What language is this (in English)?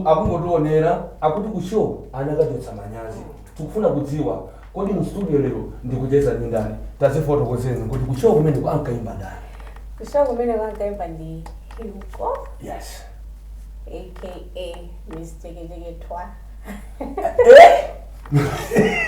Nyanja